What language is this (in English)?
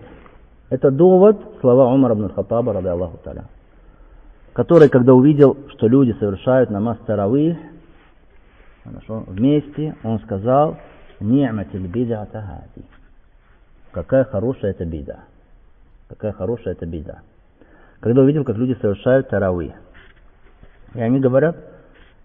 Russian